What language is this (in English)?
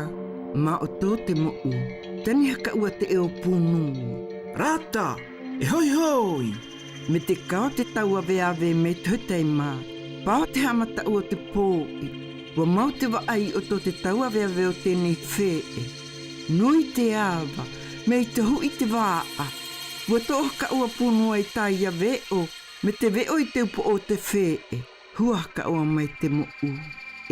South Marquesan